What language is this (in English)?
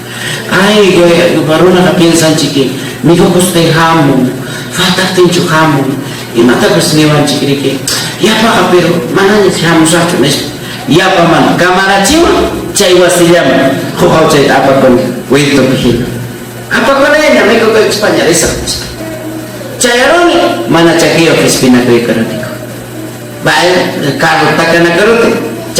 Ayacucho Quechua